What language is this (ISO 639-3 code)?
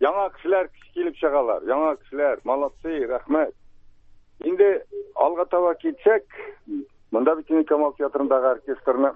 tat